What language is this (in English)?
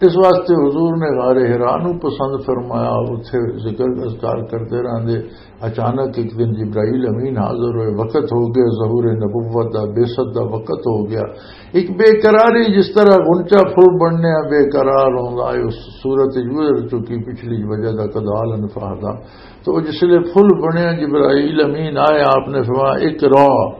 Western Panjabi